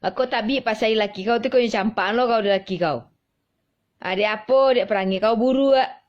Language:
Minangkabau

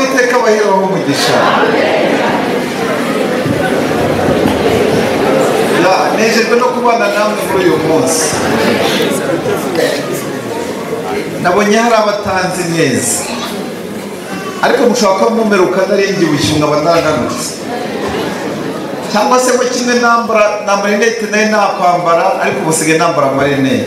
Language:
Kinyarwanda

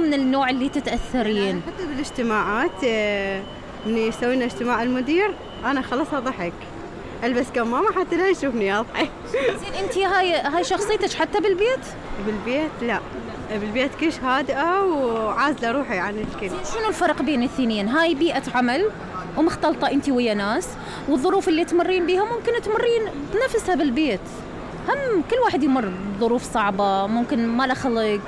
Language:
Mesopotamian Arabic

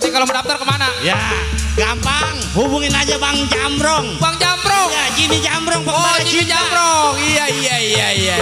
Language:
Betawi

